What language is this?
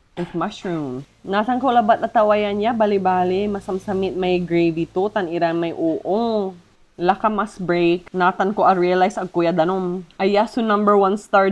Pangasinan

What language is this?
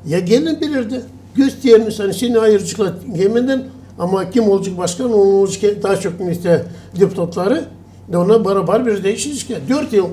Gagauz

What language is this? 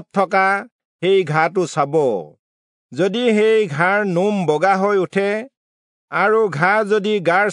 Assamese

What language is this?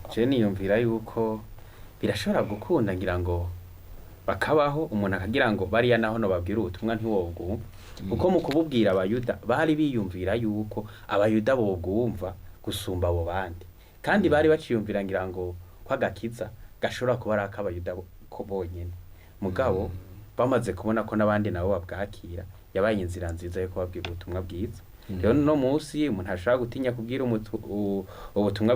Rundi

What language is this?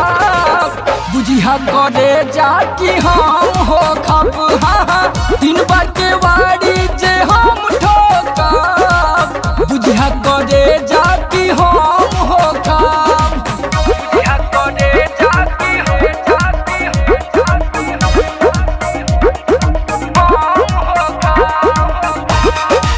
Bhojpuri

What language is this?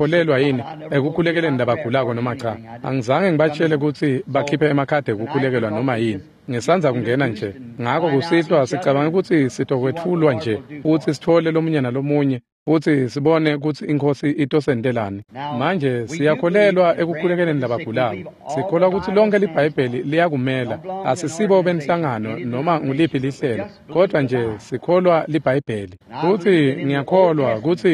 Swati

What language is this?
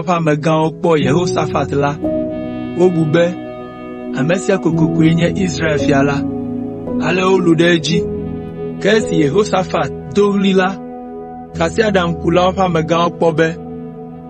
Ewe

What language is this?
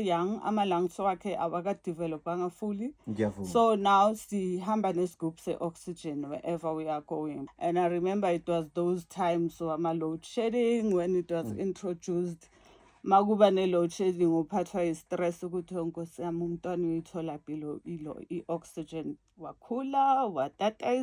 Zulu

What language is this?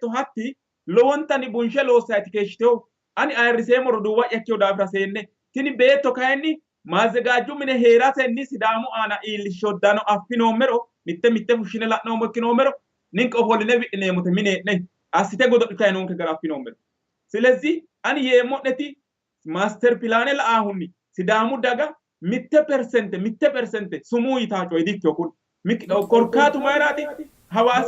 Sidamo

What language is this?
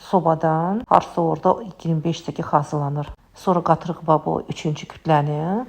Azerbaijani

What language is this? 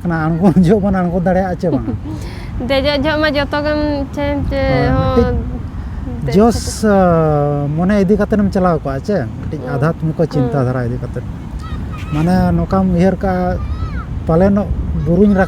Santali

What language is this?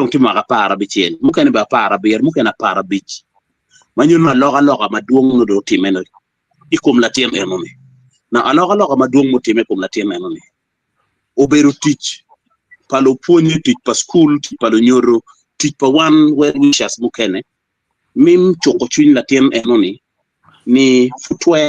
Acoli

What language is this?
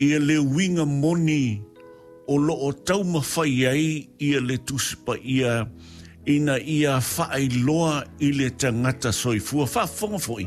Samoan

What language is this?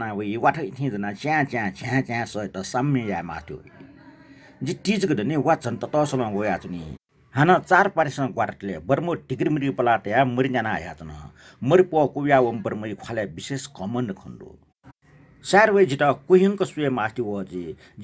Newari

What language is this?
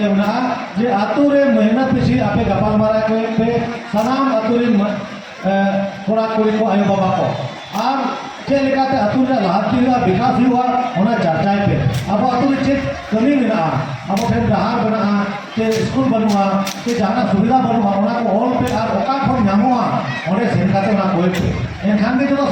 Santali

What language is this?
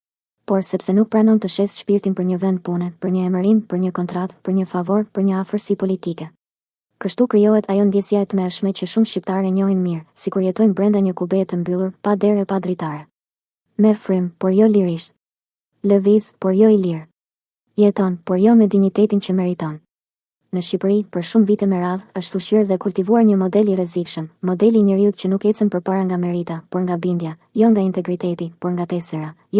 Albanian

